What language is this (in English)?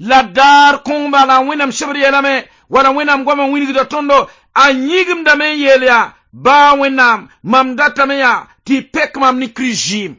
Mossi